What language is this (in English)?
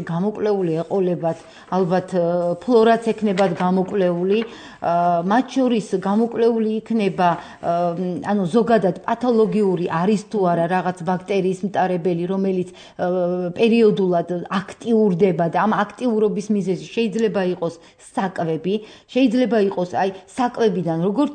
Georgian